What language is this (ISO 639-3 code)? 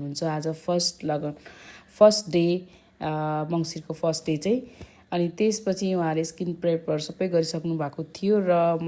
nep